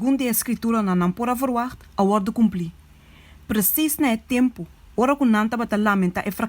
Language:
Papiamento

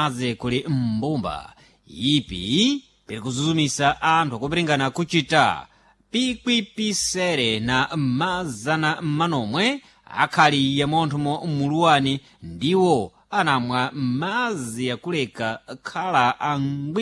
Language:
Sena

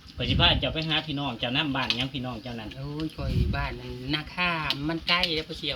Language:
Northeastern Thai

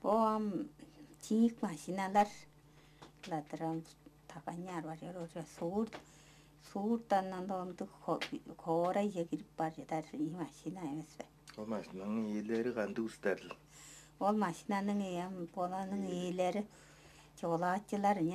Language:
Tuvinian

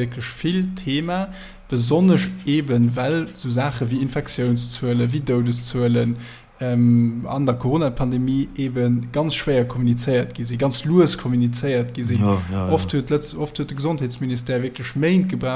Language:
Luxembourgish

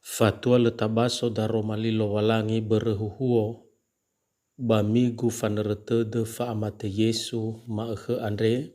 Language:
Nias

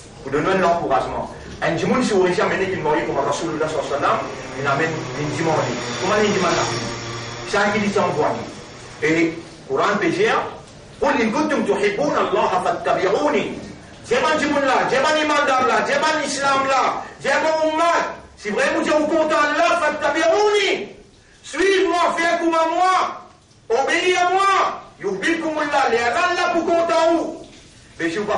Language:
Morisyen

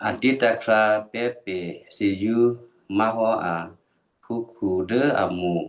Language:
Western Kayah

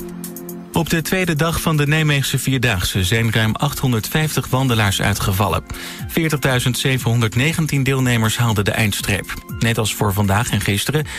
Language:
Dutch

